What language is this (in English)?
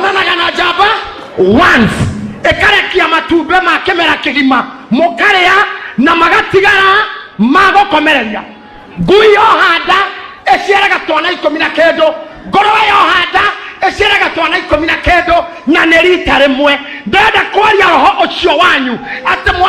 Kikuyu